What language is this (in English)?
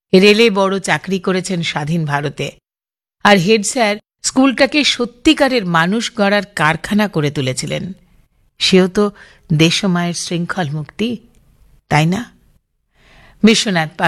Bangla